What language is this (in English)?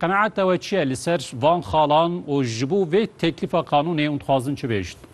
Kurdish